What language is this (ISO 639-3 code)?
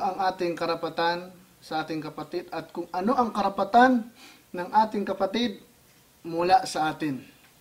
fil